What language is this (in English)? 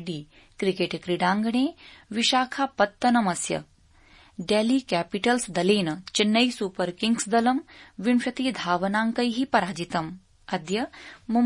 Sanskrit